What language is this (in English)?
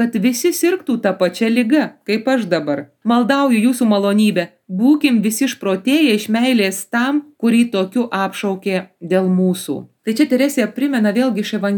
Lithuanian